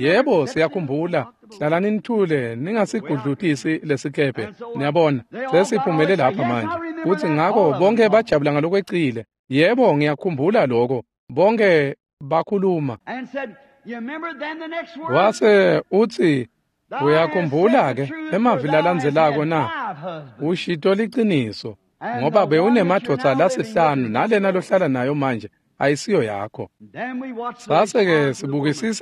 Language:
Swati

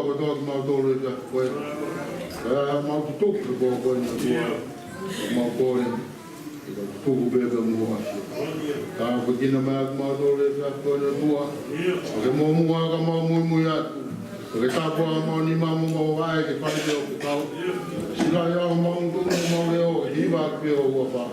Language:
Tongan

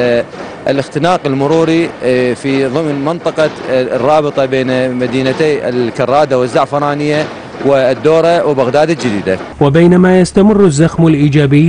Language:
Arabic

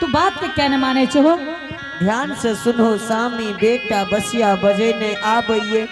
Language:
Angika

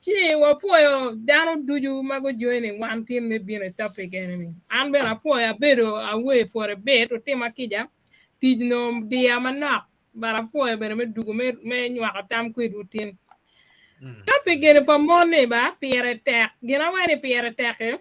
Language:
Acoli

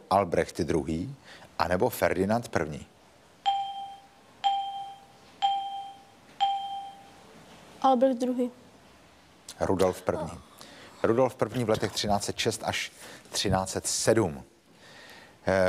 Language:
Czech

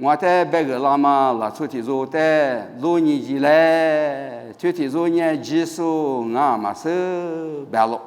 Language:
Lisu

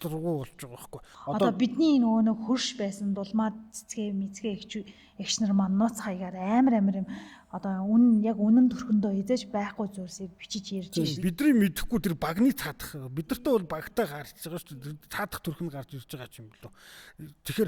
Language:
Mongolian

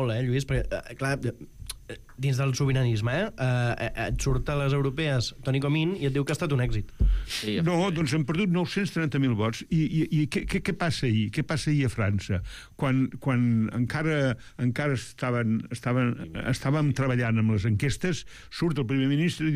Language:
Catalan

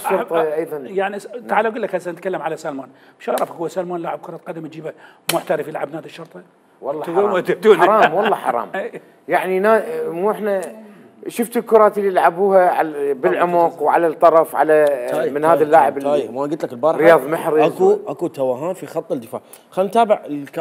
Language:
Mesopotamian Arabic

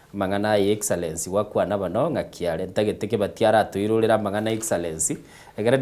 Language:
Gusii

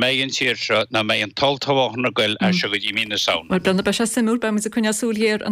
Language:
Irish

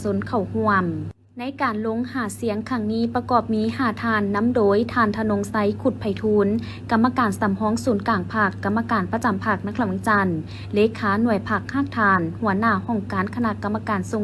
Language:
Lao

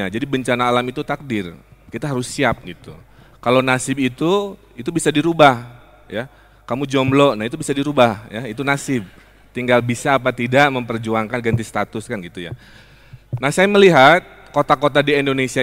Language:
Indonesian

